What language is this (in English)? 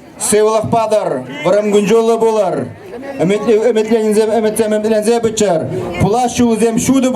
Chuvash